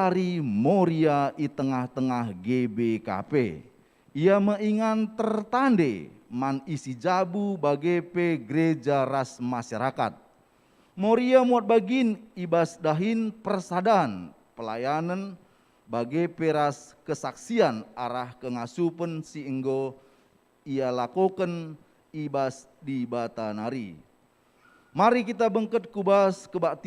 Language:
Batak Karo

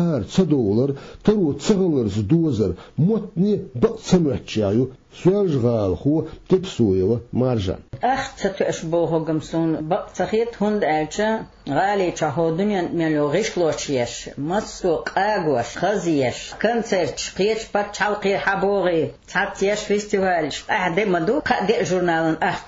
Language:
Chechen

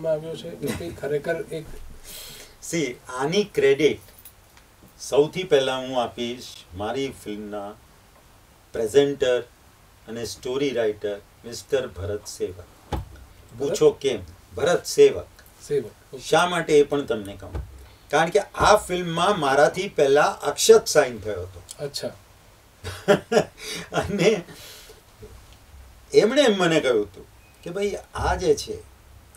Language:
Gujarati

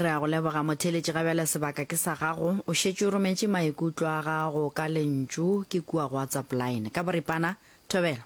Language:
Northern Sotho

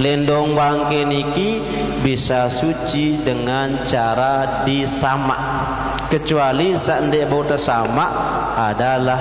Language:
Sasak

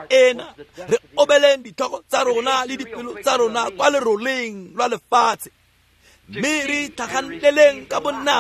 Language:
Tswana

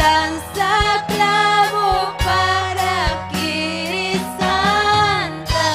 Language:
Ayacucho Quechua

